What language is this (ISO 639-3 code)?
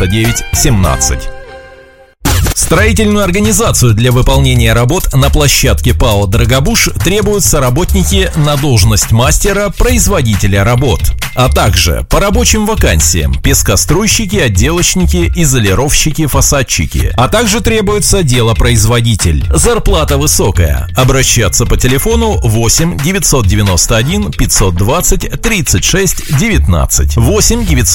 rus